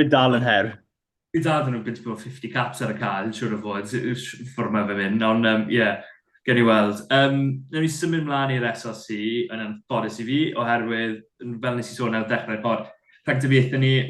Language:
Welsh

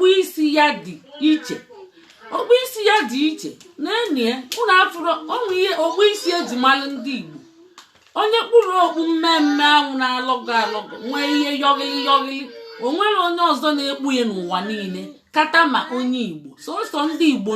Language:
Igbo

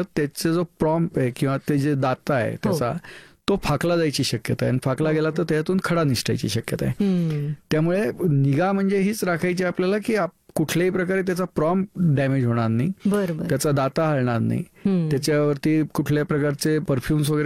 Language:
Marathi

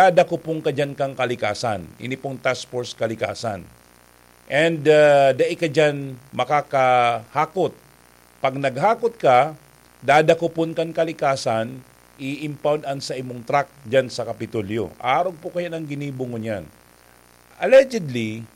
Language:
Bikol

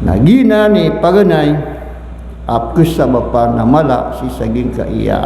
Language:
Maranao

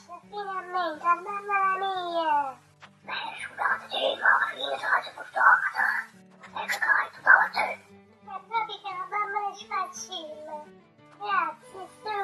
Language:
Neapolitan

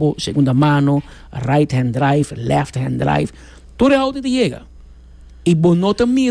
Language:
Papiamento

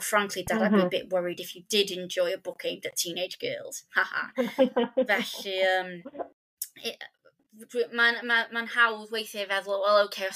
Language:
Welsh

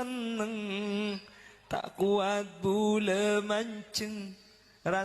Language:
Madurese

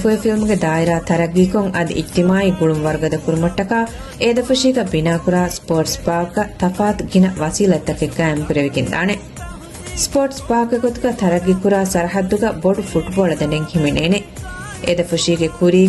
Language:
Divehi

